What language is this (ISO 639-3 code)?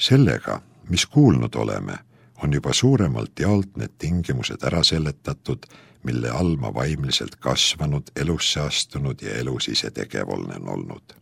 est